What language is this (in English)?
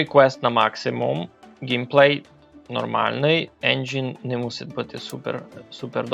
Rusyn